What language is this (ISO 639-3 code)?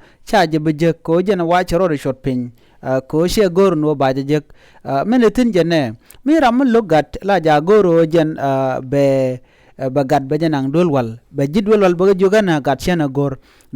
nus